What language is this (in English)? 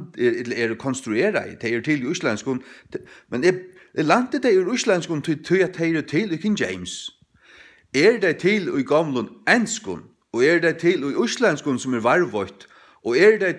Faroese